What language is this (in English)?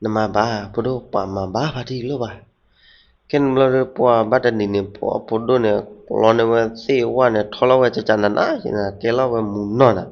S'gaw Karen